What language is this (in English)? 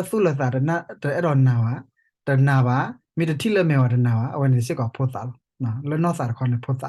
S'gaw Karen